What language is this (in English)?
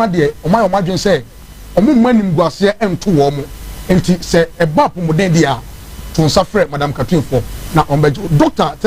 Akan